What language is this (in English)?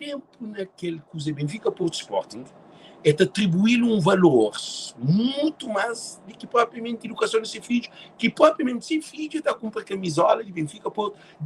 Kabuverdianu